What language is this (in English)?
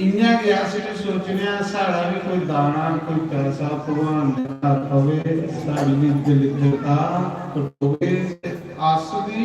Dogri